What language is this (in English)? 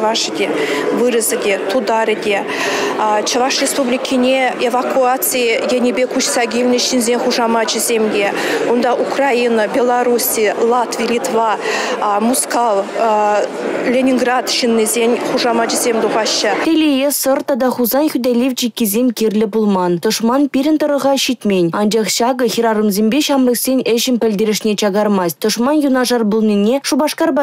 Chuvash